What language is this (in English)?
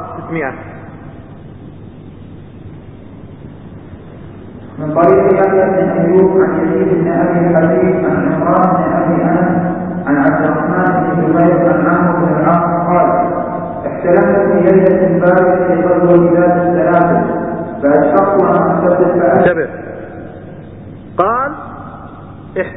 Arabic